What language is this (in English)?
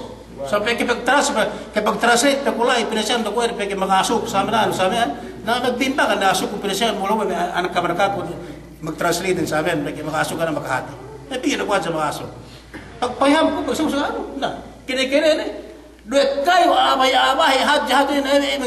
Yakan